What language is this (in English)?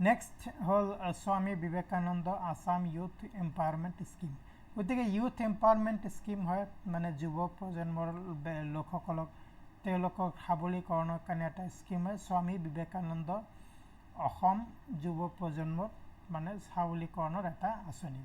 Assamese